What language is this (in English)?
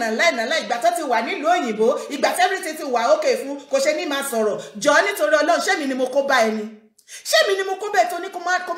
Yoruba